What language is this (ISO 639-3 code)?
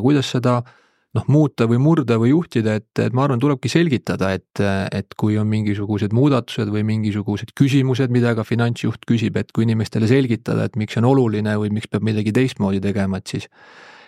est